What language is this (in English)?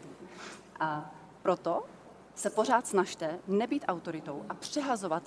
Czech